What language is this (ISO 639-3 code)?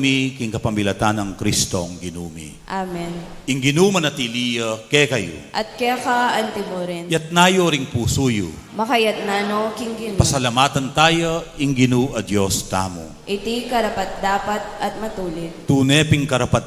pam